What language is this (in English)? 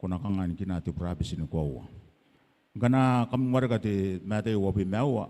Gilbertese